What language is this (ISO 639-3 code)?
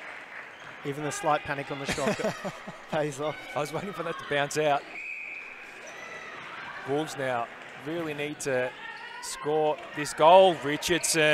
eng